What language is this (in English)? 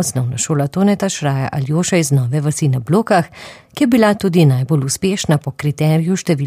Slovenian